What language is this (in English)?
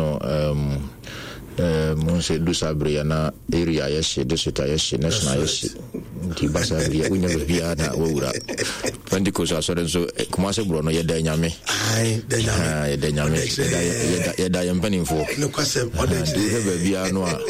Akan